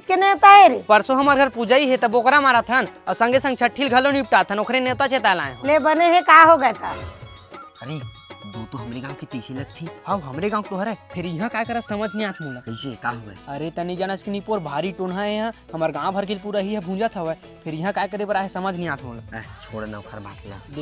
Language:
Chhattisgarhi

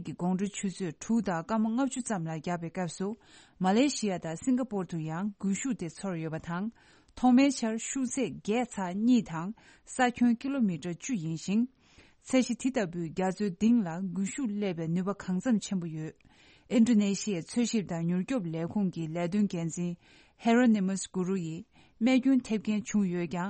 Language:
Tibetan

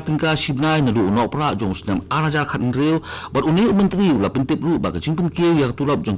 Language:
Khasi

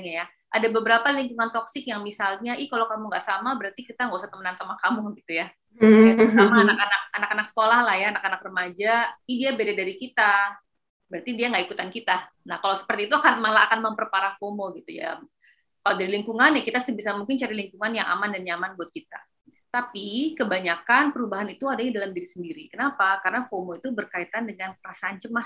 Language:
Indonesian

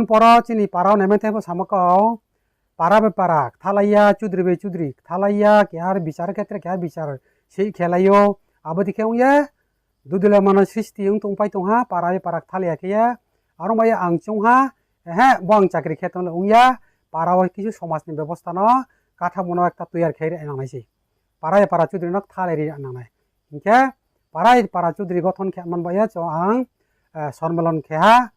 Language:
Riang (India)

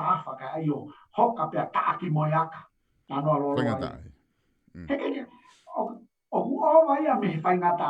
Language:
Tongan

